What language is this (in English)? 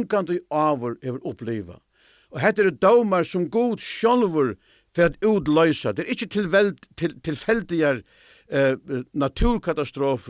Faroese